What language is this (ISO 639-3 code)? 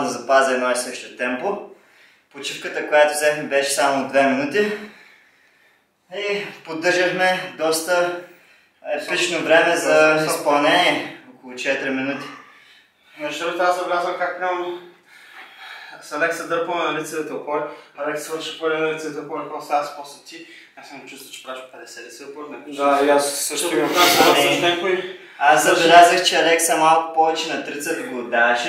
bul